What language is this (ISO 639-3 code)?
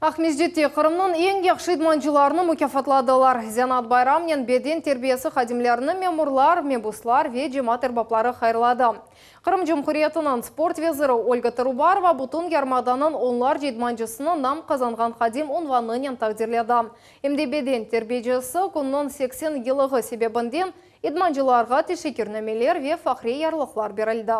crh